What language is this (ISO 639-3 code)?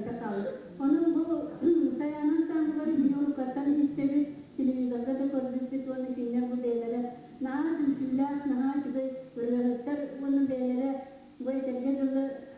sah